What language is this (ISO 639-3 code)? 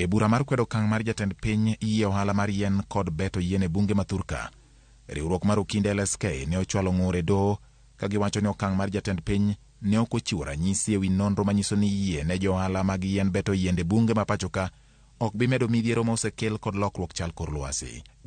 luo